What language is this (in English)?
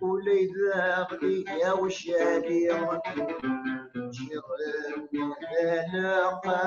Kabyle